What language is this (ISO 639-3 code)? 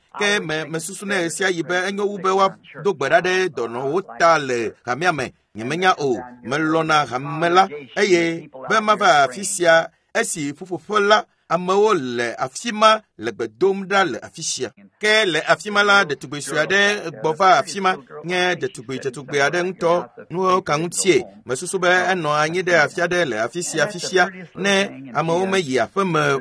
ewe